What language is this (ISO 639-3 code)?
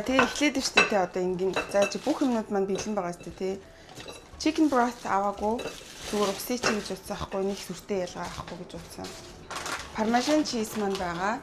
mon